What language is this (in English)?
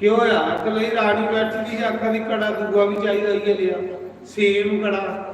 Dogri